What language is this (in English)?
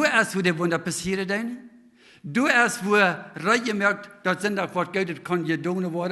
Plautdietsch